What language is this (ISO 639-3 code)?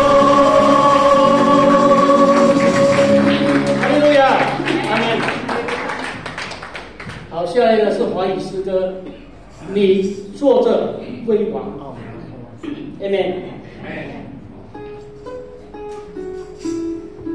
zho